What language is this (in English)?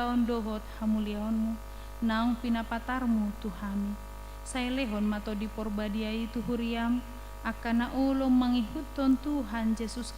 Batak Toba